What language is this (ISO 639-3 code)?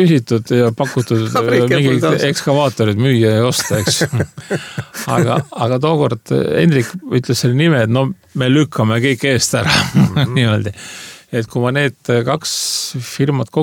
est